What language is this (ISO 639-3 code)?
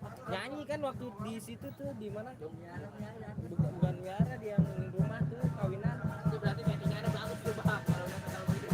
bew